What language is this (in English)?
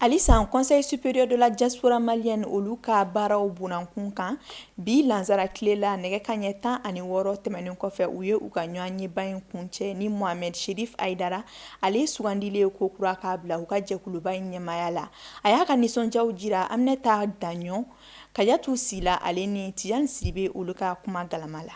Bambara